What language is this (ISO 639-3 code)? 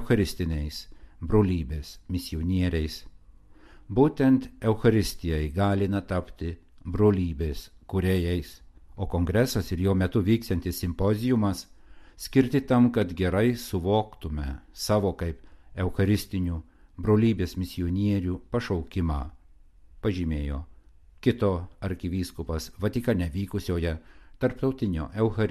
lit